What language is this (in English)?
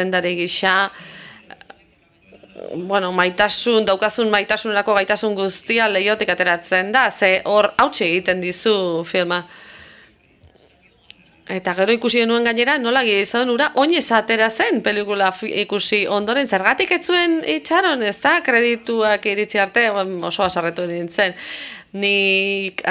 Basque